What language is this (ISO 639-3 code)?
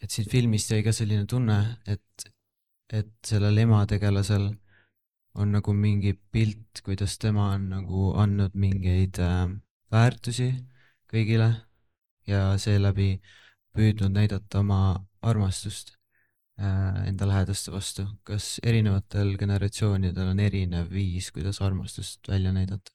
est